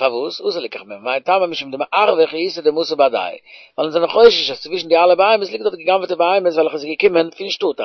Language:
Yiddish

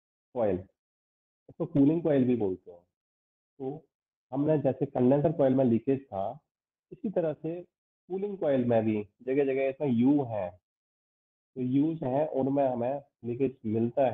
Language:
Hindi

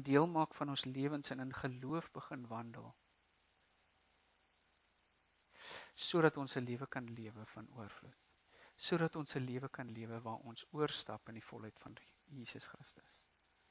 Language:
Afrikaans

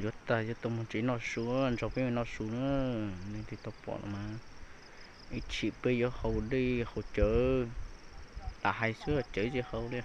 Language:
Hmong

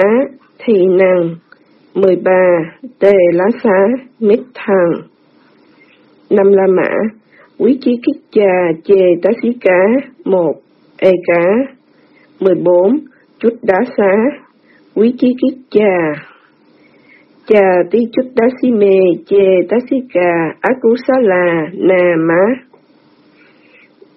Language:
Vietnamese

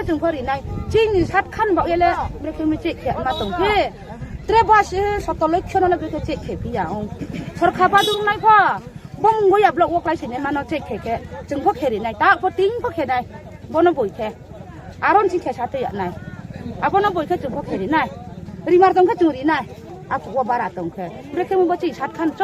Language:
Riang (India)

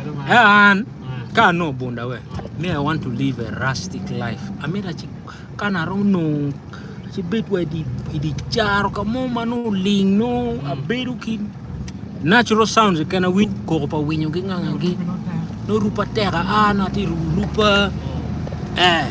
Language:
Acoli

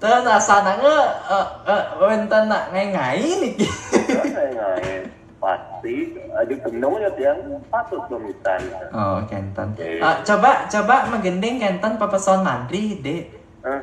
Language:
Balinese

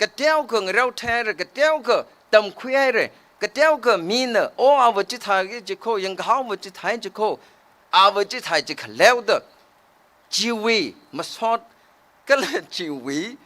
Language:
Tangkhul Naga (India)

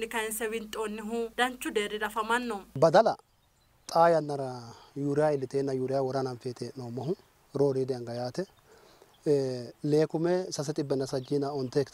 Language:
Sidamo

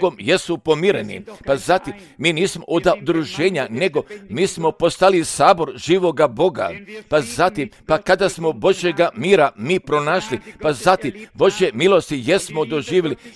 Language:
Croatian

